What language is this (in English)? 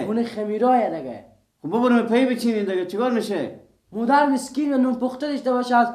Persian